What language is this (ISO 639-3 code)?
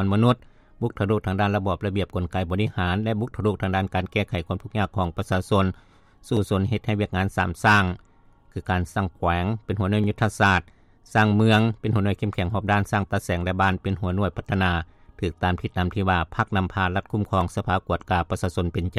lao